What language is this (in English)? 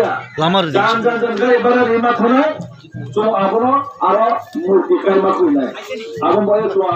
Riang (India)